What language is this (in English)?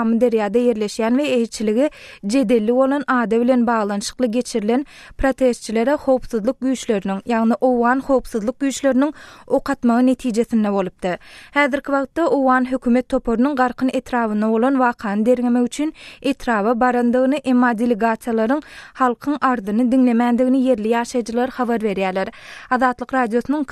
Turkmen